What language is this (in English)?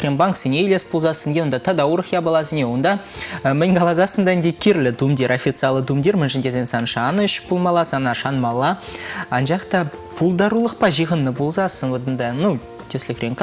Chuvash